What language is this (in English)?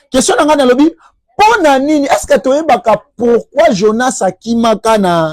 Lingala